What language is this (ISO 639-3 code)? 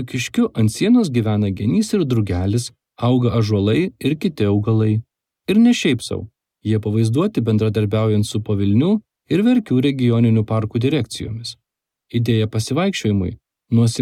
lit